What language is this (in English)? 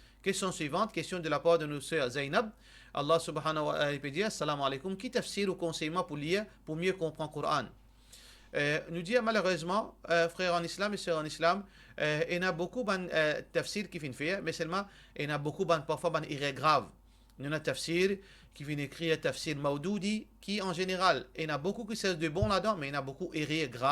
Morisyen